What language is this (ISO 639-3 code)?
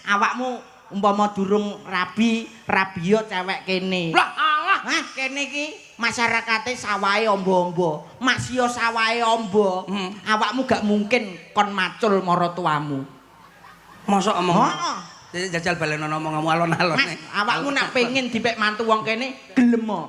jav